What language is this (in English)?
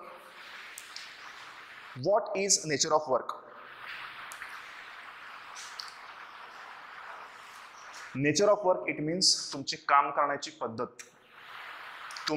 Marathi